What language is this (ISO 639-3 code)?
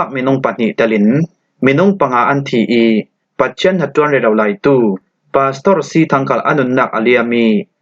cfm